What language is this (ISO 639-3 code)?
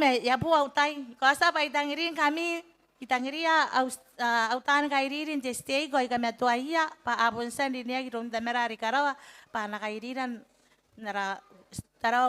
gil